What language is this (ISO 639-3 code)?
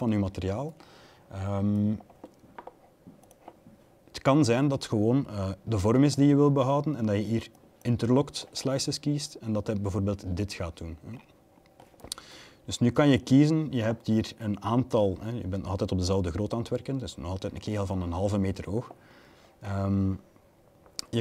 nld